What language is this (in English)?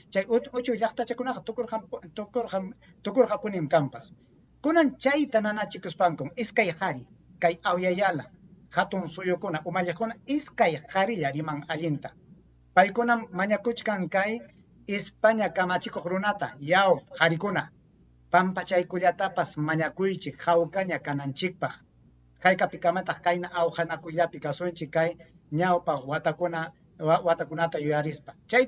Ayacucho Quechua